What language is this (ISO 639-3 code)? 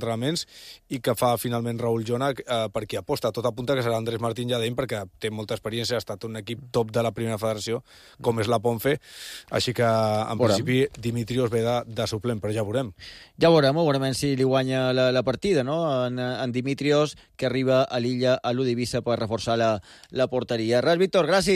cat